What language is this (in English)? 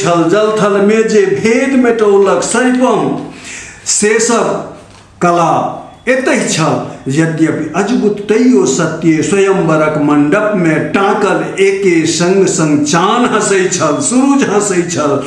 Maithili